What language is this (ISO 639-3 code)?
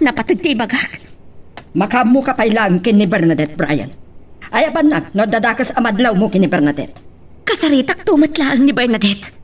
ilo